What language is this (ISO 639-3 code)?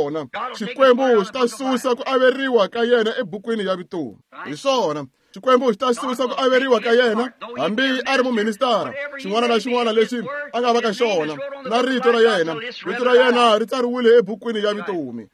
tso